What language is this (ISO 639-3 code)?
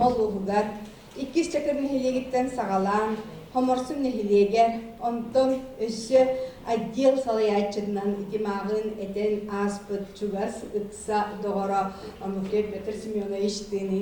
sah